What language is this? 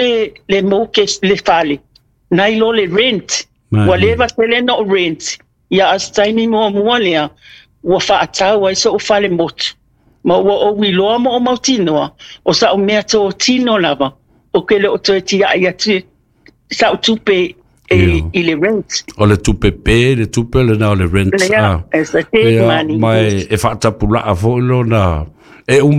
Samoan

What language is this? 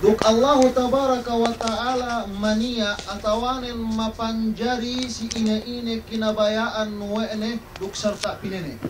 Yakan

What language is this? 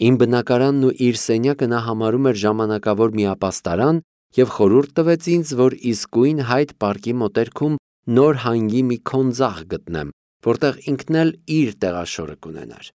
Armenian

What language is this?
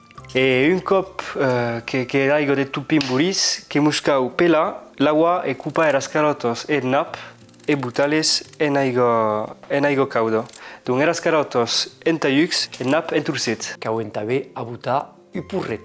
Occitan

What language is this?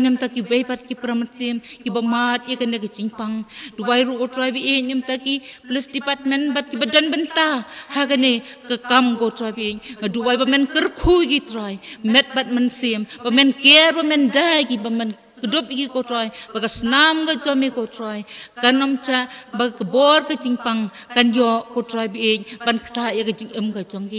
Khasi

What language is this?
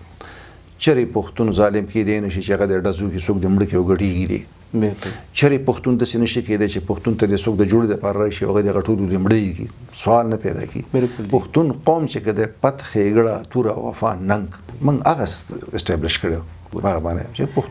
Pashto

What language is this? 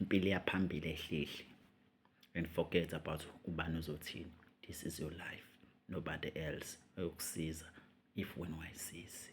Zulu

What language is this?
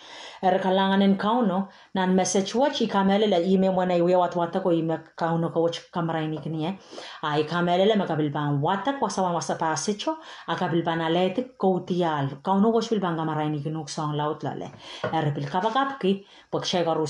Pohnpeian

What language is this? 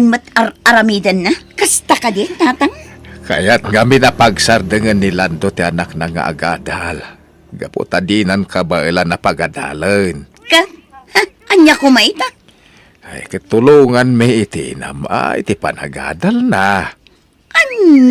Iloko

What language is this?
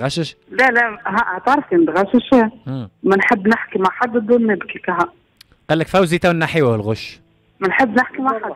Tunisian Arabic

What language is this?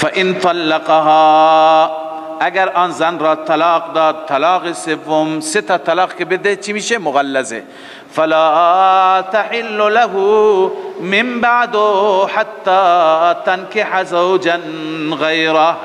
Persian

